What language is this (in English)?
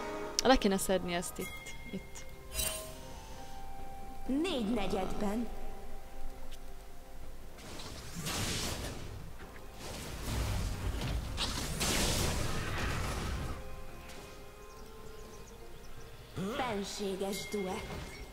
Hungarian